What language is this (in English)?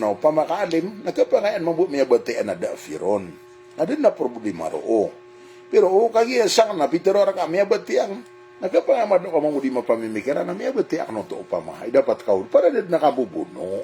Maranao